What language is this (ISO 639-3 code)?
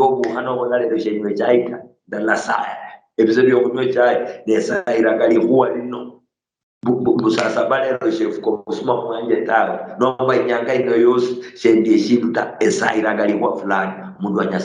luy